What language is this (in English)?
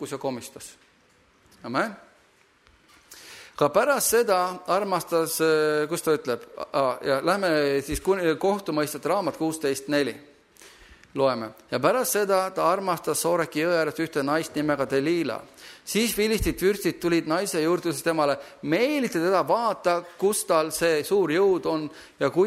Estonian